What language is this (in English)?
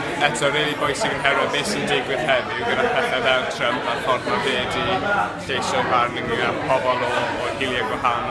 Welsh